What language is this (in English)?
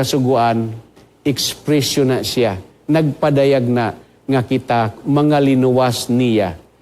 Cebuano